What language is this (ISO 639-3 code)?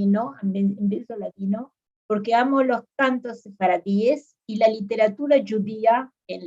lad